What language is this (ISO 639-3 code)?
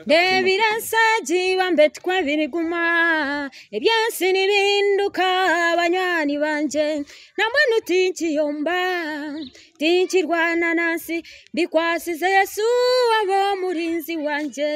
nyn